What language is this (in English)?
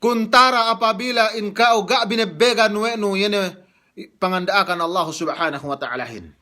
Yakan